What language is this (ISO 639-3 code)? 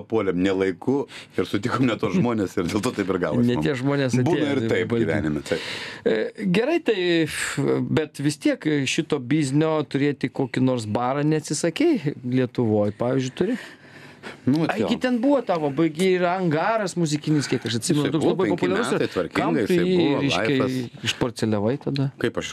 lit